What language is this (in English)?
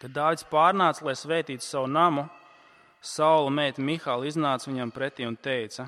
Latvian